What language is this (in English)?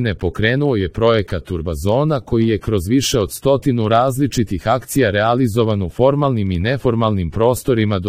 Serbian